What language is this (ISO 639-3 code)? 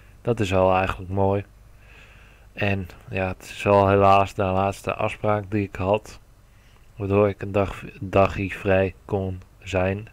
nld